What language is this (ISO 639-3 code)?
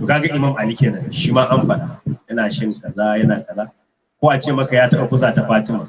hau